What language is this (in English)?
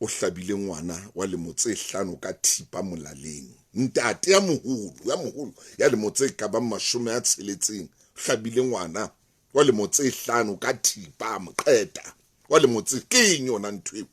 Southern Sotho